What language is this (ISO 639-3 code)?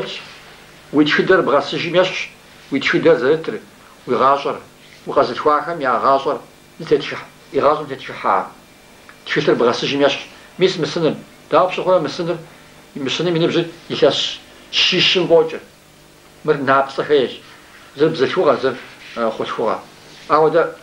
kbd